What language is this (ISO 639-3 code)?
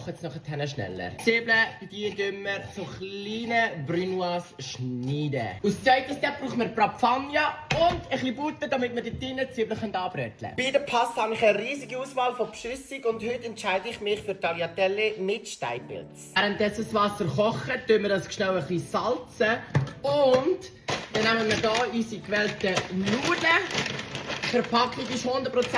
gsw